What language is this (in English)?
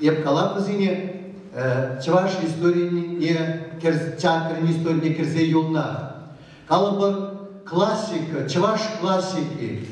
Chuvash